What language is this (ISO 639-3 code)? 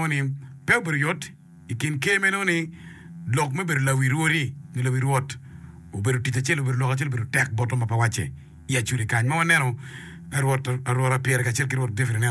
ach